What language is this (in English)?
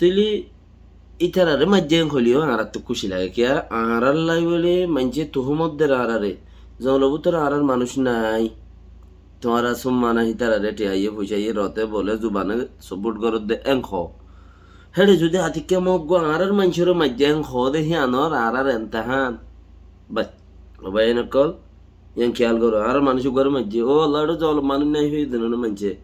Rohingya